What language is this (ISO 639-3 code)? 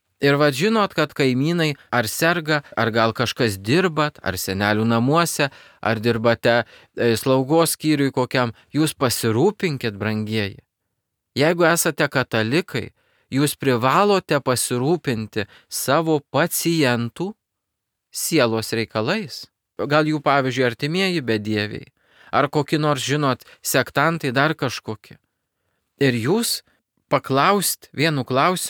lit